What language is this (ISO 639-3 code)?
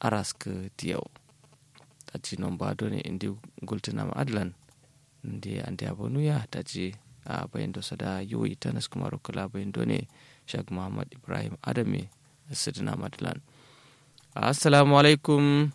kau